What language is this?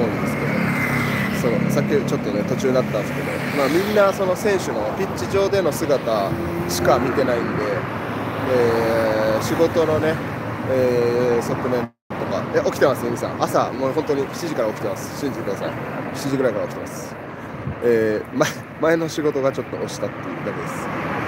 Japanese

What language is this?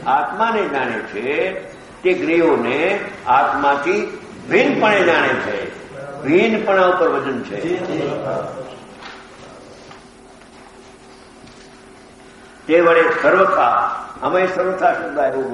Gujarati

